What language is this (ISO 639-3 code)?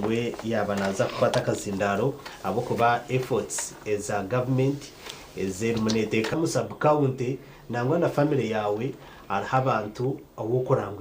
nyn